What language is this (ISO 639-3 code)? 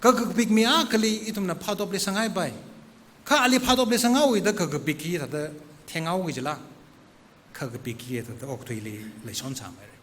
nmf